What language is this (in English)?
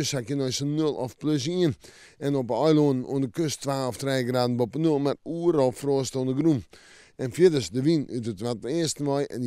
Western Frisian